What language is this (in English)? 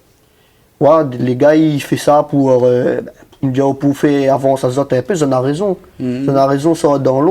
Réunion Creole French